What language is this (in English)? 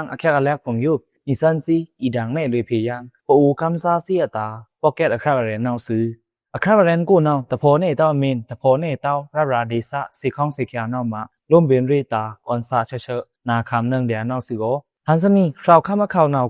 Pa'o Karen